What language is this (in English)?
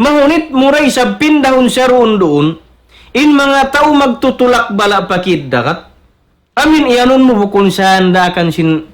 Tausug